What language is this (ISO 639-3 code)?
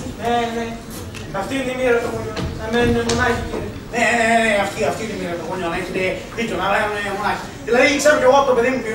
ell